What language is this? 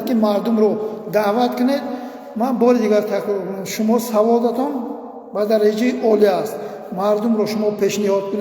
Tajik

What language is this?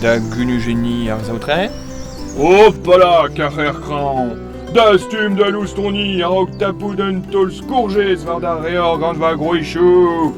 Breton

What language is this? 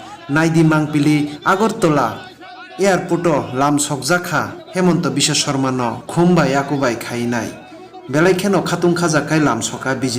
Kok Borok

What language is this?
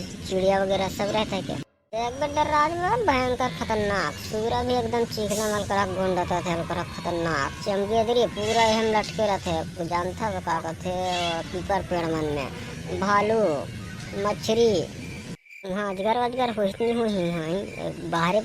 Chhattisgarhi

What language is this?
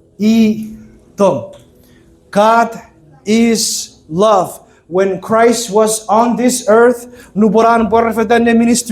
Chuukese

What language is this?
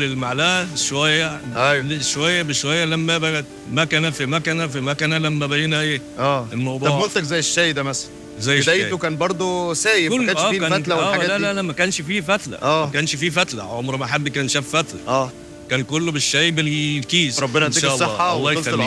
Egyptian Arabic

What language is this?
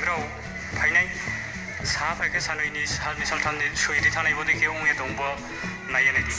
Riang (India)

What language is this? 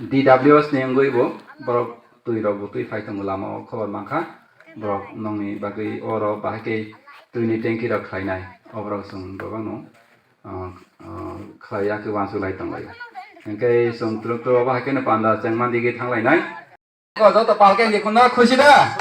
Kok Borok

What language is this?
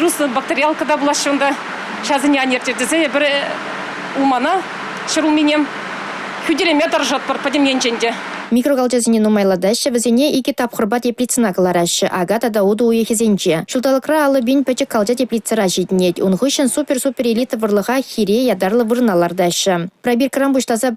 Chuvash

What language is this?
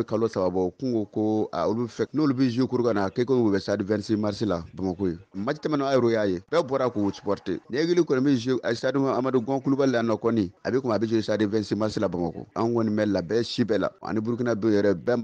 Bambara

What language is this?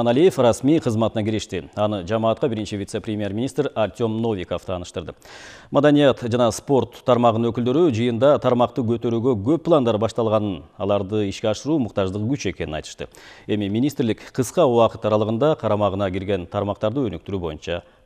Kyrgyz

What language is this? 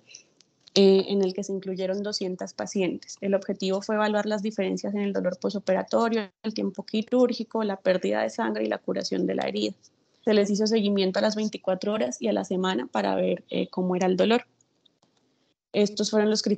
Spanish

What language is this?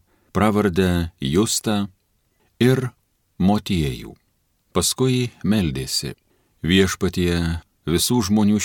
Lithuanian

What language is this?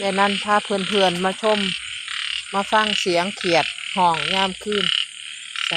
Lao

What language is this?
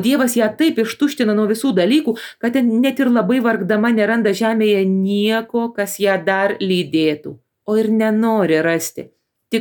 Lithuanian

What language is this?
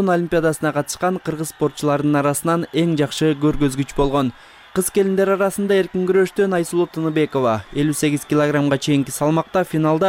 Kyrgyz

